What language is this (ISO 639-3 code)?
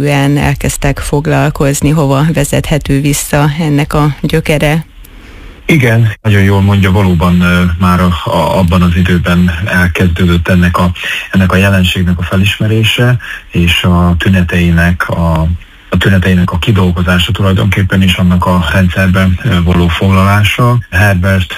hun